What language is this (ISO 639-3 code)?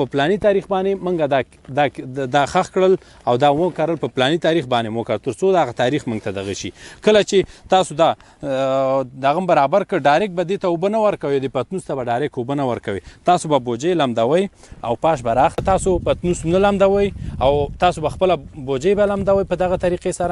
pus